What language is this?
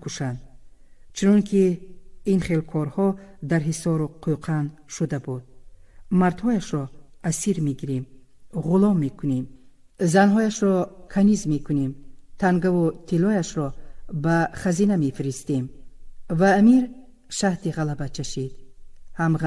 Tajik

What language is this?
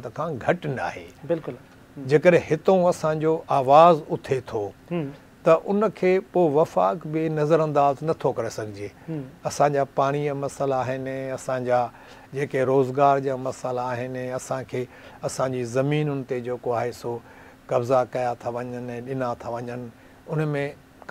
Sindhi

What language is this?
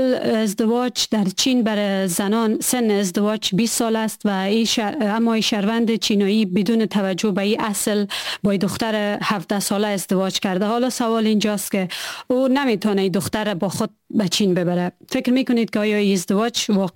Persian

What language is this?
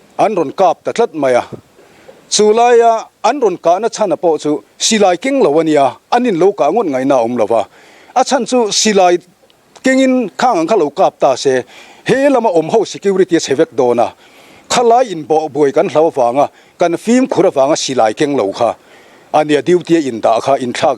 Mizo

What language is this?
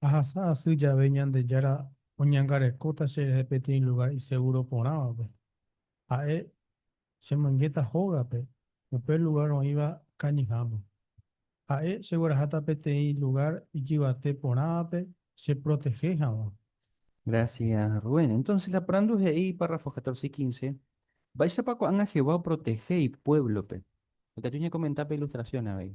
Guarani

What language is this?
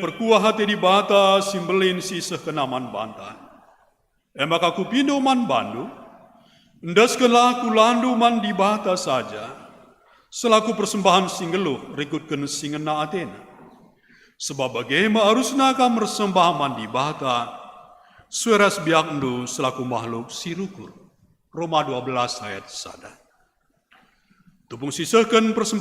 Batak Karo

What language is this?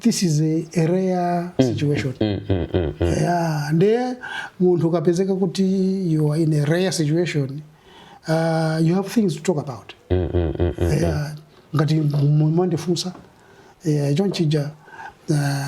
Nyanja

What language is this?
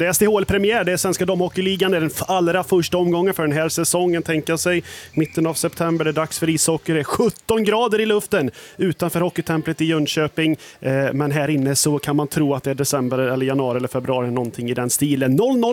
Swedish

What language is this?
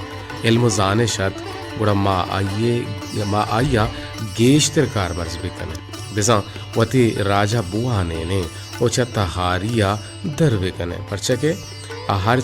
Baluchi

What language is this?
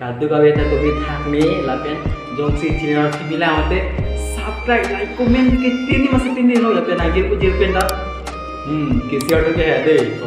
Karbi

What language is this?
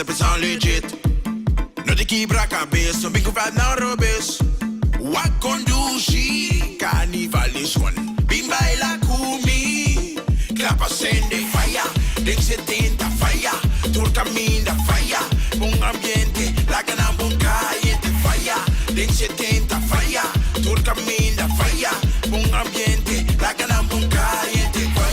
Papiamento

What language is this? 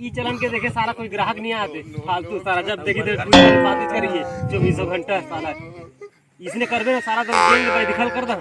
Chhattisgarhi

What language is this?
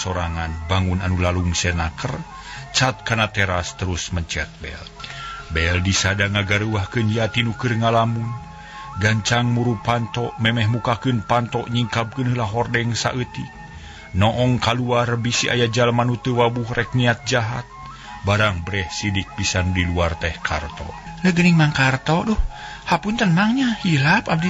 Sundanese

